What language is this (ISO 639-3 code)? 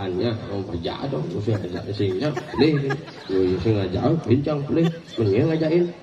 ban